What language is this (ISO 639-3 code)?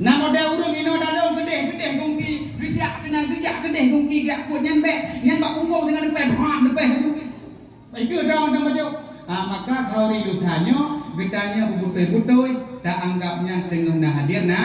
ace